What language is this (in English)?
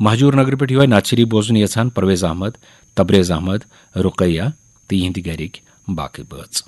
Kashmiri